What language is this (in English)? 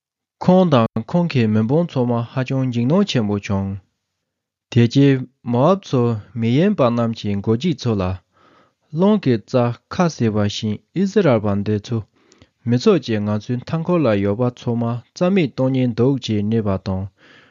Tibetan